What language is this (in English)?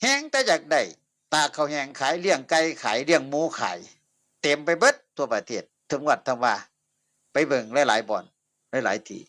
Northeastern Thai